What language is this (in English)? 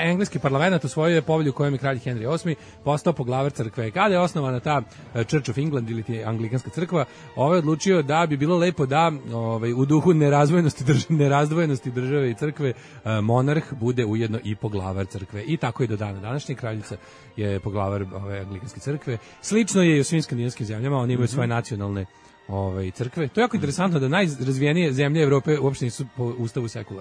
Serbian